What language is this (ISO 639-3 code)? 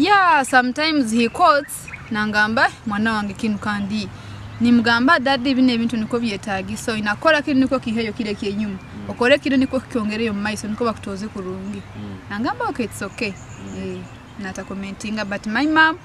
nyo